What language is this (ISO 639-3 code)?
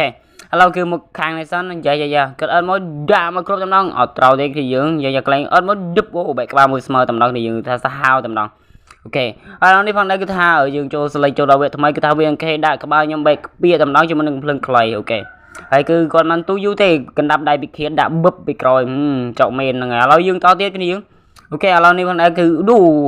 khm